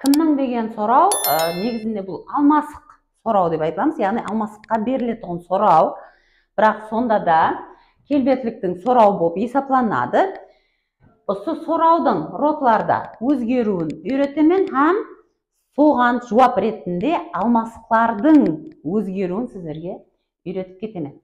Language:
Kara-Kalpak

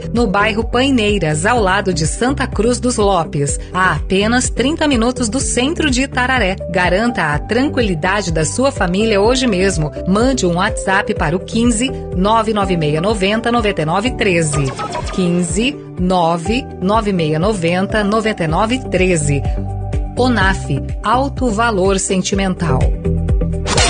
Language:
Portuguese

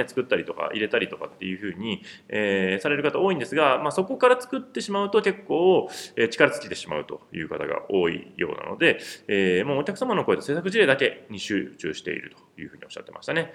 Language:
Japanese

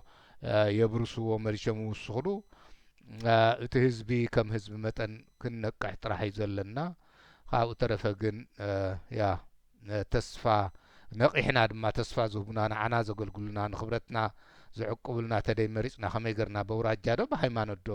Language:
Tigrinya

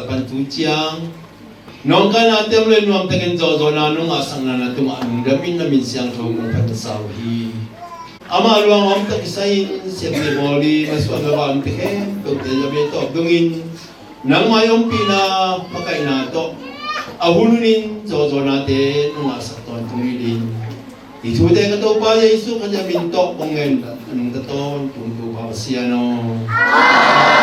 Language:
Tedim Chin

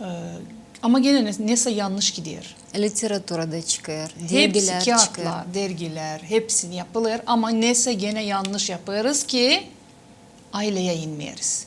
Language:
Gagauz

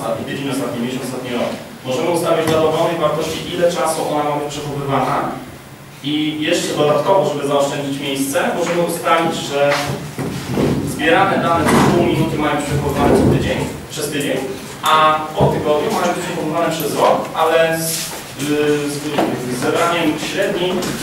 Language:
Polish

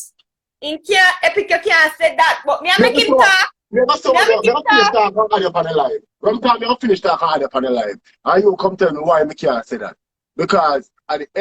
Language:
Jamaican Creole English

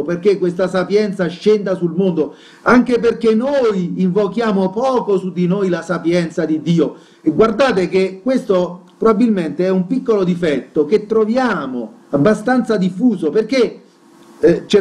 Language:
Italian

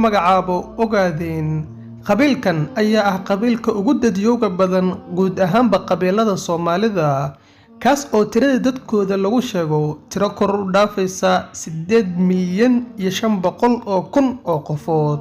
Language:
Somali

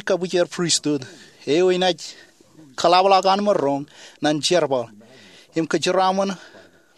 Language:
Marshallese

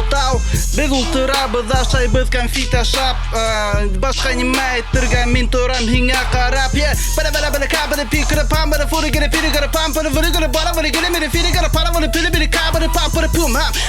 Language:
Bashkir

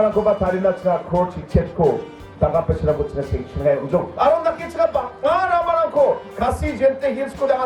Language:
Garo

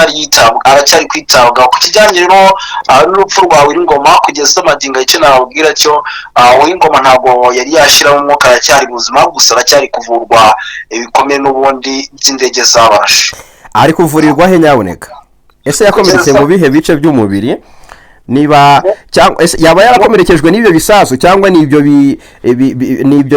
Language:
Kinyarwanda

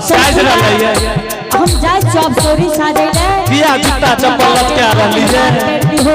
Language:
Angika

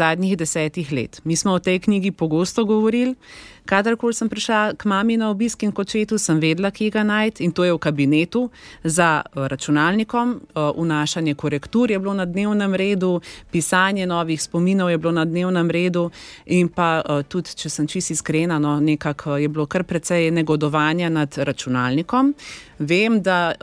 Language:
Slovenian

